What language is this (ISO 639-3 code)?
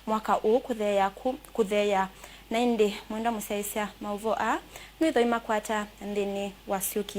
kam